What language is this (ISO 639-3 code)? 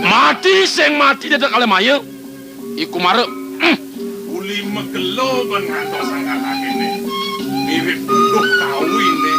ban